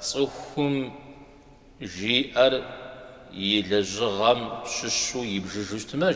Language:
Kabardian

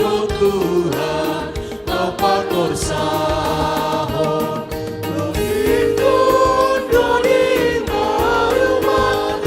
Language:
Batak Simalungun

